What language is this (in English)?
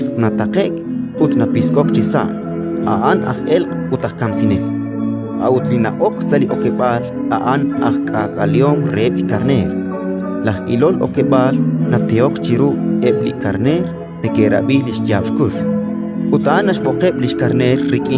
Kekchí